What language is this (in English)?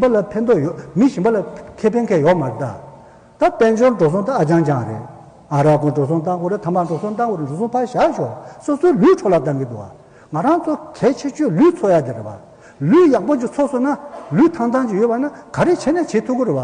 Tibetan